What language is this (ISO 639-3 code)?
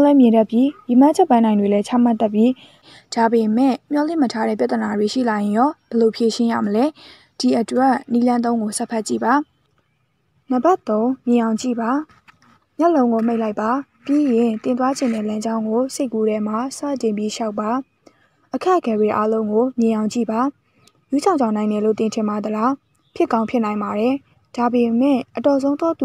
mya